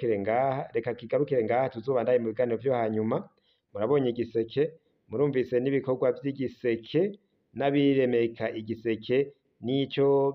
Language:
Rundi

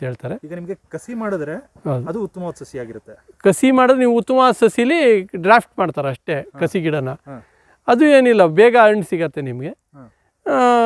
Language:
Kannada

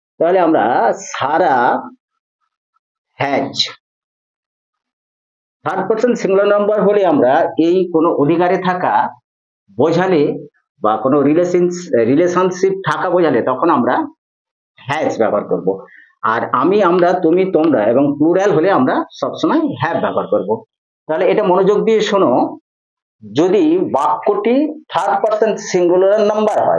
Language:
Bangla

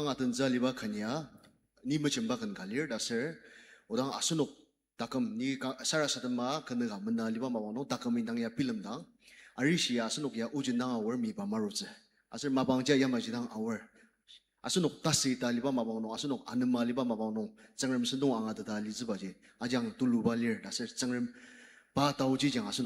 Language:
Ao Naga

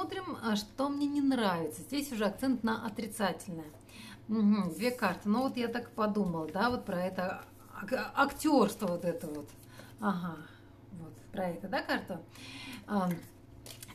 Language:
Russian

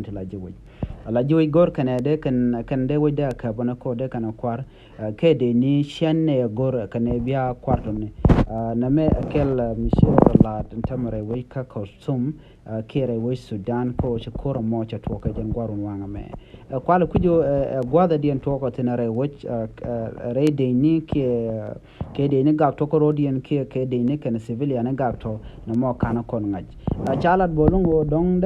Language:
Nuer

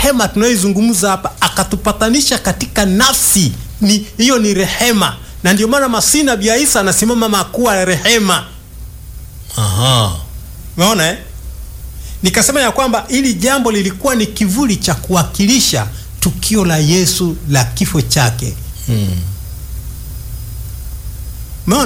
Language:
Swahili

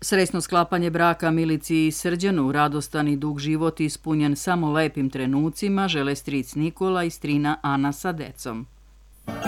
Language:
Serbian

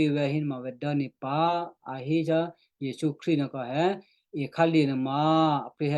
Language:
Western Kayah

